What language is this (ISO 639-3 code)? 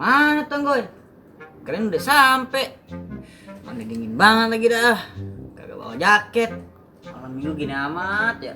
bew